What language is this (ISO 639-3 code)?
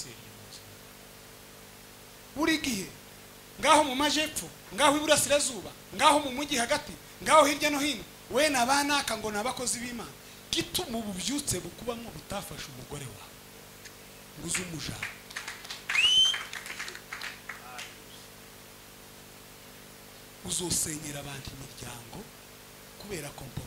kin